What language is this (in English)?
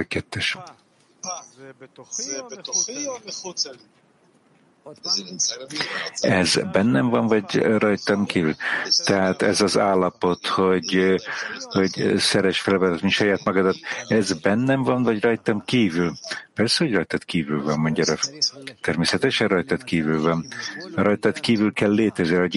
Hungarian